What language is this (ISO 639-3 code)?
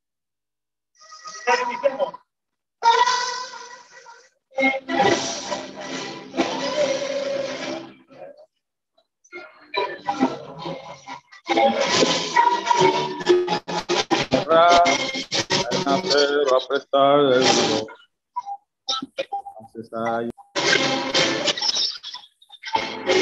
spa